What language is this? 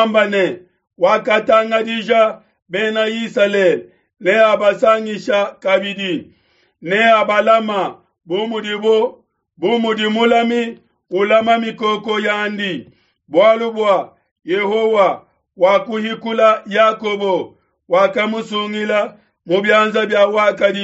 Luba-Lulua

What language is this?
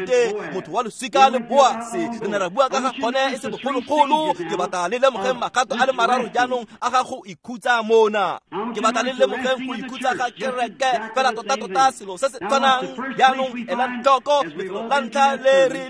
Tswana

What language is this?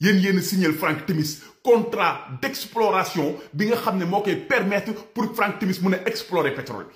Wolof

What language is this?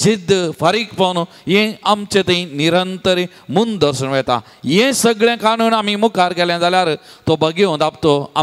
Konkani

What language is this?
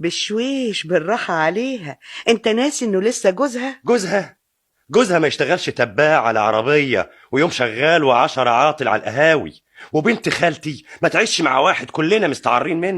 Egyptian Arabic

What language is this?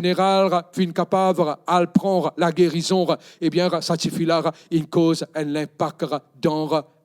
Morisyen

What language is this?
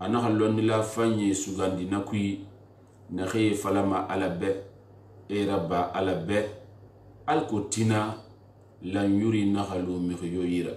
Susu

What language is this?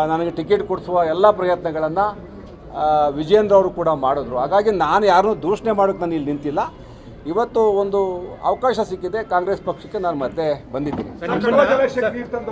Kannada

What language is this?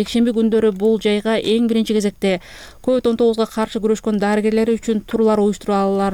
Kyrgyz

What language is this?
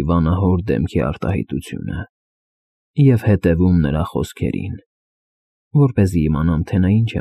Armenian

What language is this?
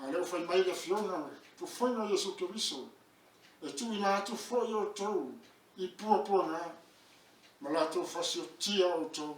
Samoan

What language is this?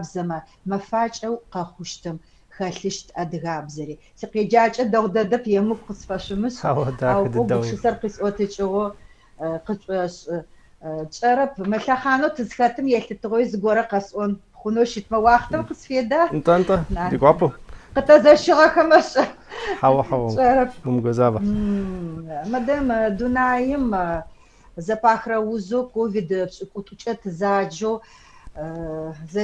Adyghe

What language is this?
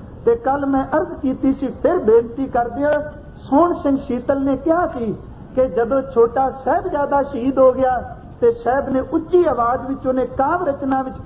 Punjabi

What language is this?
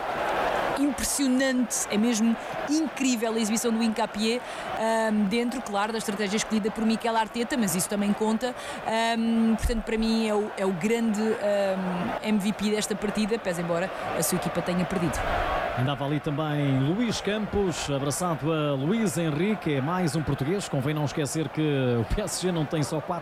Portuguese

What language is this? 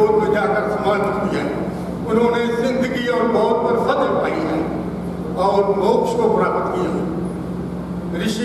Hindi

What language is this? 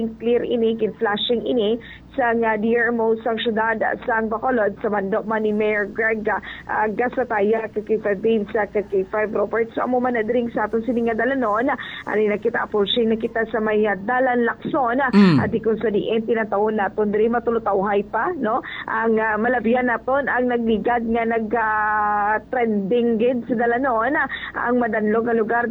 Hiligaynon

